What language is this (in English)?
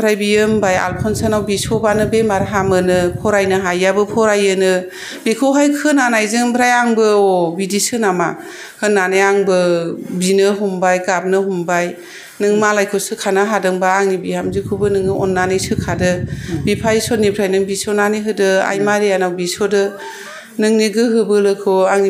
Bodo